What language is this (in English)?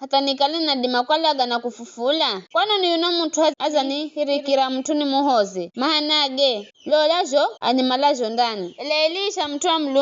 Giryama